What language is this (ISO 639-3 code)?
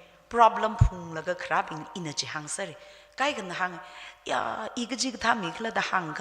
nmf